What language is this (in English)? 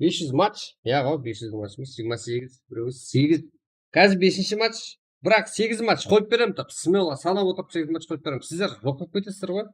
Kara-Kalpak